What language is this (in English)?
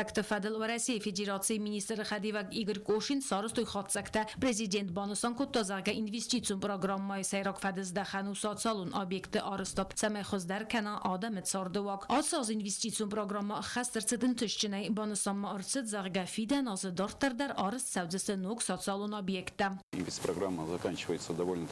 Ossetic